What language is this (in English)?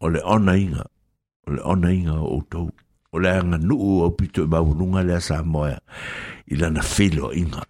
Samoan